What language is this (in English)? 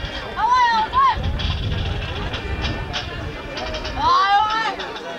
Dutch